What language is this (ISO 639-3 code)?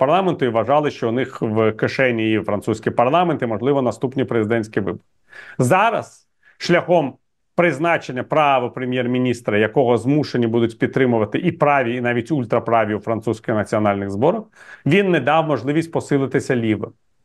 ukr